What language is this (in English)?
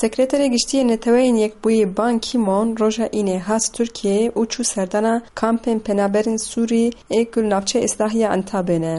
Kurdish